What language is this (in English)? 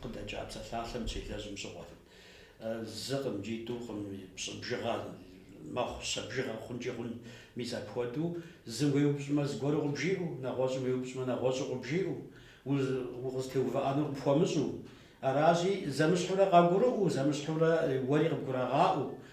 Kabardian